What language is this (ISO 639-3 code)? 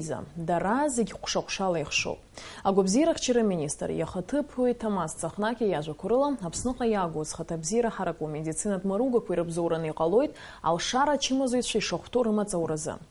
abk